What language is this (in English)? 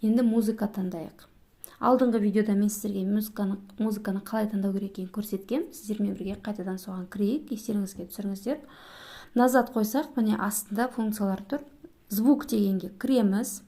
Kazakh